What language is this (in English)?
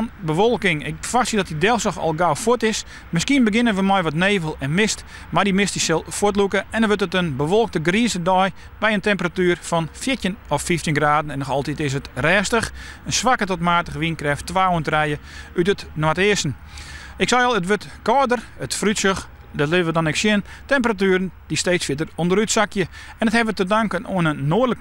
Western Frisian